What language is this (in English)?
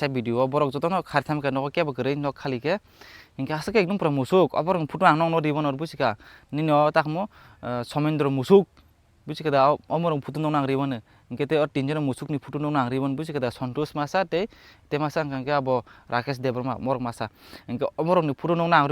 Kok Borok